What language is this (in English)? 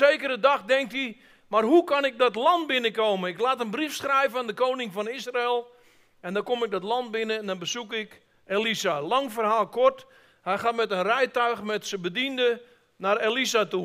Dutch